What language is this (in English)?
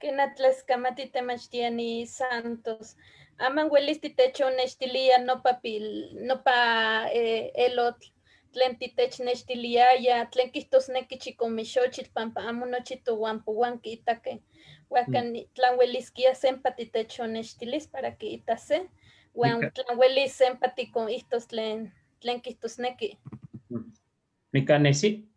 Eastern Huasteca Nahuatl